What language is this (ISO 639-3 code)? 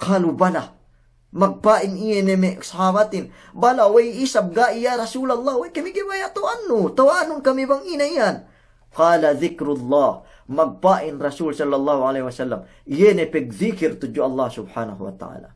yka